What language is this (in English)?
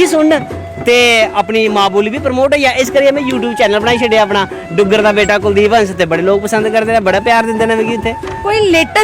Dogri